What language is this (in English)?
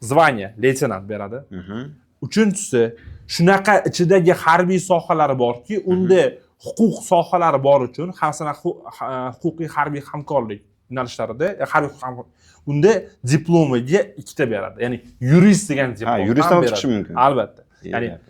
Uzbek